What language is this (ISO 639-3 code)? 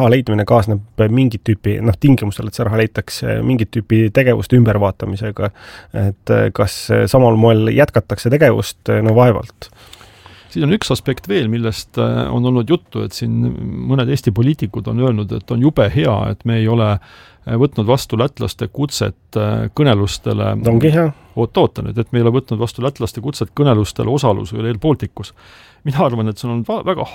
est